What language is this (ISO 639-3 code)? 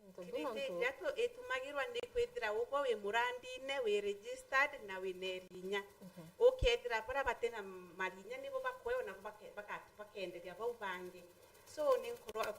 mer